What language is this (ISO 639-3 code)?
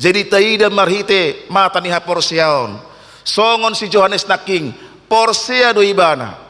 bbc